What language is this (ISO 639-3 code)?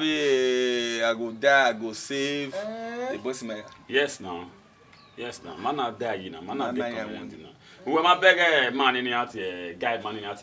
bin